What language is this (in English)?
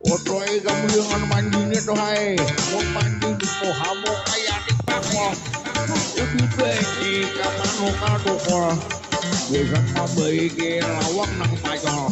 Banjar